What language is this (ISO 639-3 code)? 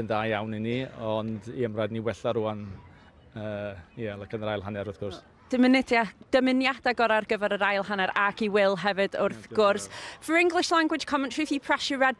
cym